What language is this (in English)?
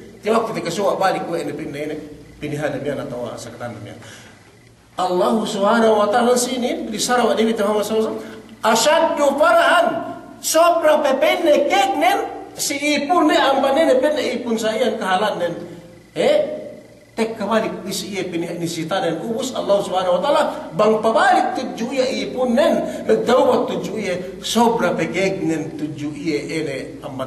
Yakan